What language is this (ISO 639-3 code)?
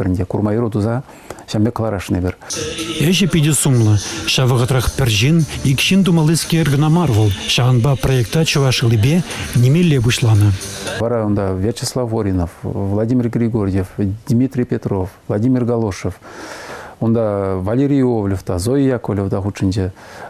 chv